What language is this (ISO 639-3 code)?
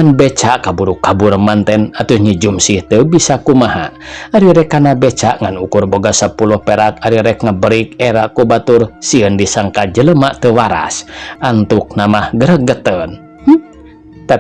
sun